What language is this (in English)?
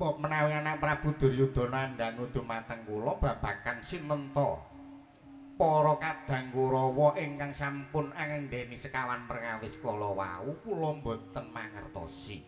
Javanese